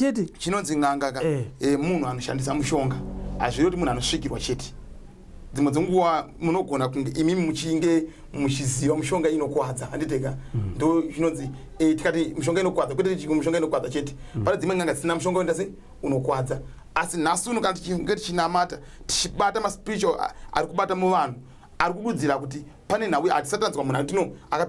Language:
Shona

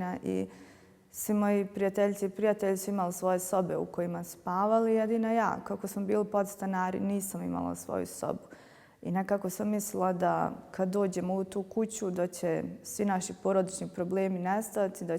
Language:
Bosnian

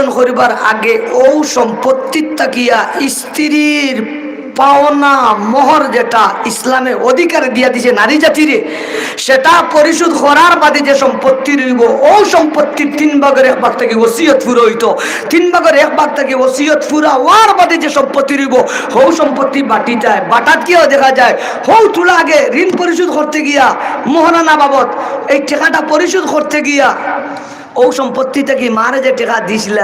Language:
Sylheti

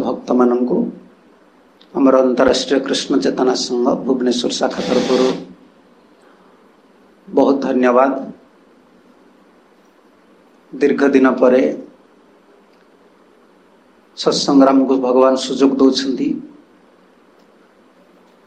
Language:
Odia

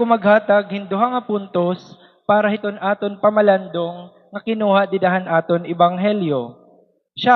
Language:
Waray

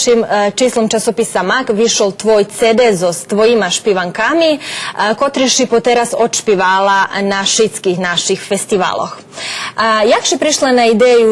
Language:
Rusyn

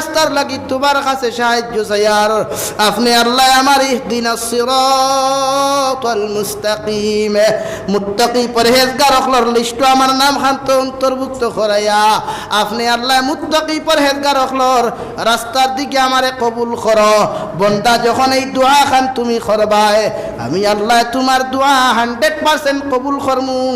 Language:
Sylheti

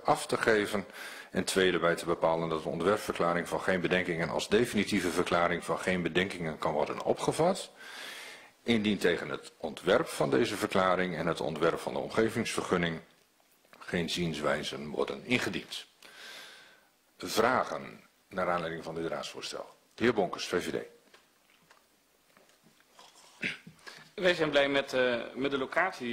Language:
Dutch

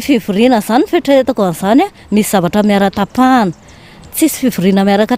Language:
Malagasy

